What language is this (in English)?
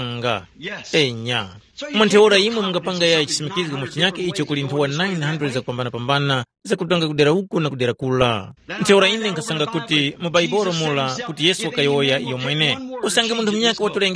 Tumbuka